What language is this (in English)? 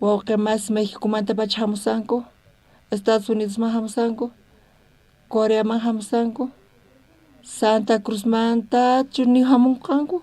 South Bolivian Quechua